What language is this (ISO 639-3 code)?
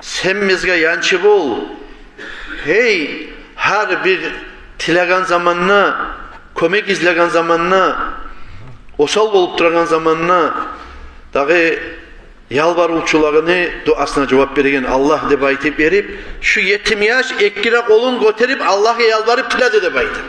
kum